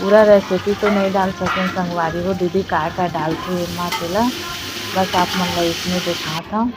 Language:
Chhattisgarhi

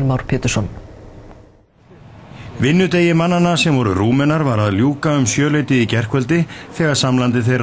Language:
Icelandic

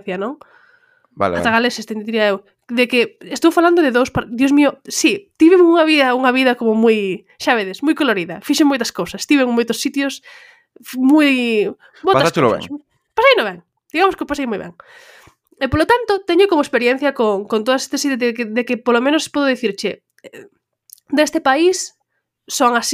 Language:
Galician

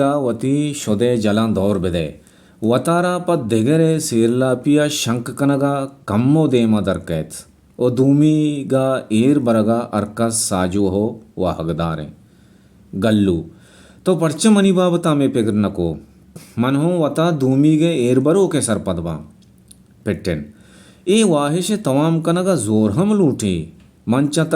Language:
Baluchi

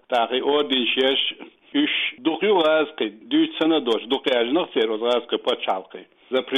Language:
Latvian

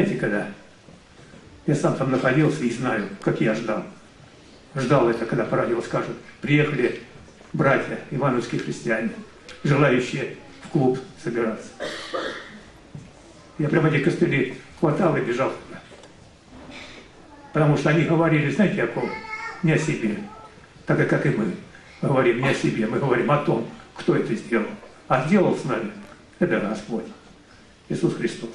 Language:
Russian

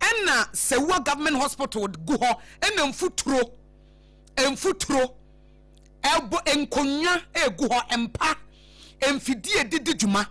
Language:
Akan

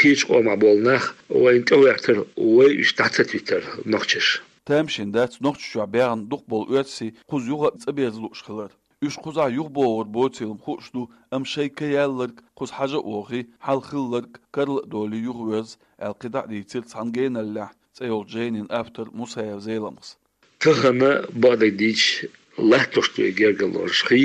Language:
Chechen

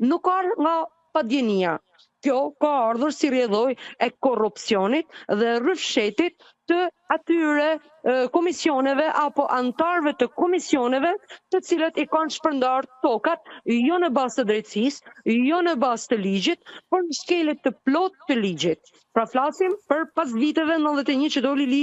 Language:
Albanian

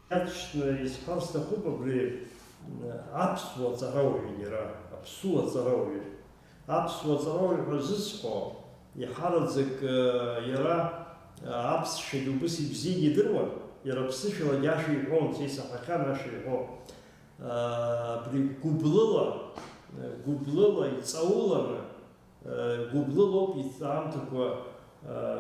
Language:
Abkhazian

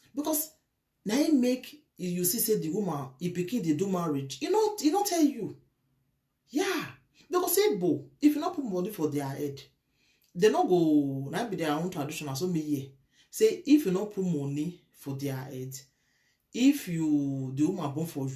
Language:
Nigerian Pidgin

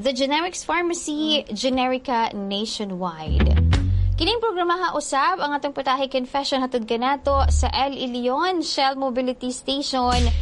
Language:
Cebuano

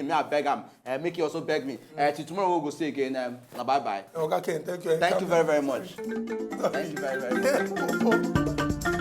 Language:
Nigerian Pidgin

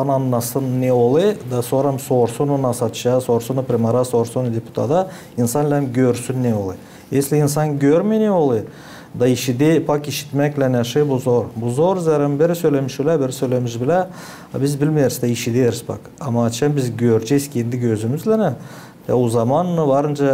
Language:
Gagauz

